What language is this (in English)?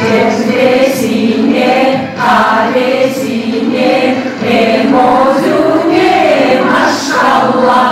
Crimean Tatar